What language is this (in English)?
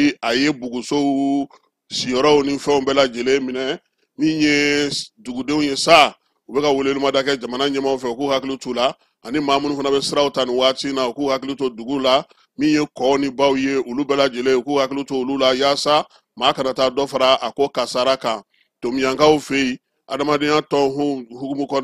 Bambara